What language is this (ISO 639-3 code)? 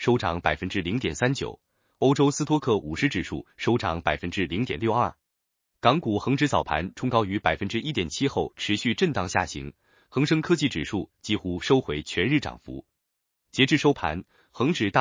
zho